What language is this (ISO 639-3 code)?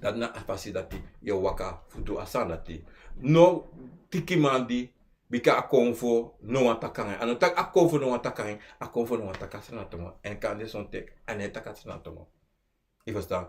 srn